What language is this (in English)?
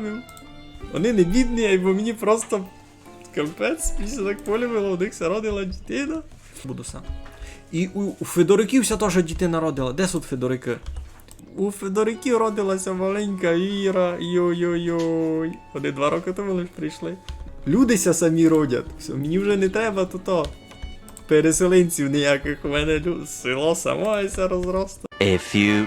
Rusyn